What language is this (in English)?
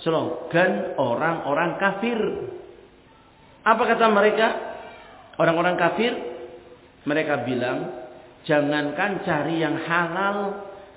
Indonesian